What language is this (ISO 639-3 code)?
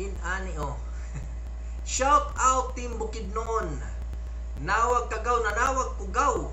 ceb